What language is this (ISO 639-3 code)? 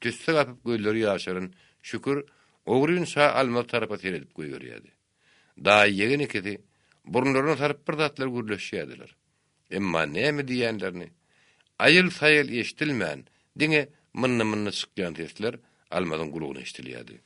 tuk